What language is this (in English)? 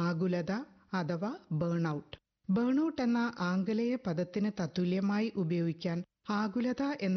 Malayalam